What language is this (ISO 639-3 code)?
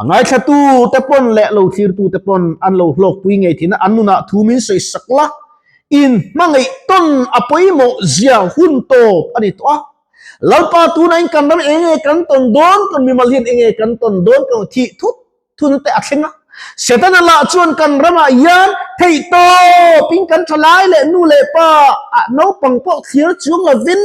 lus